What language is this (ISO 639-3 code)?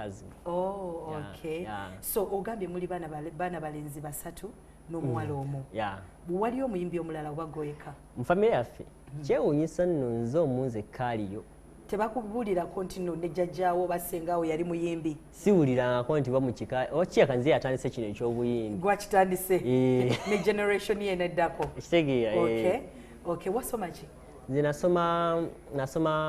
lug